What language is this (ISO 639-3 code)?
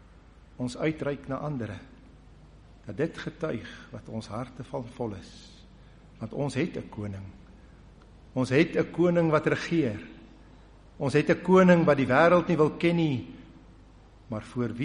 afr